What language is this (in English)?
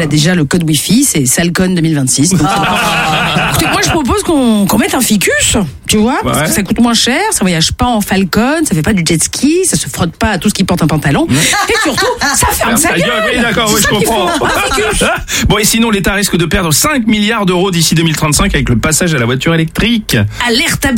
French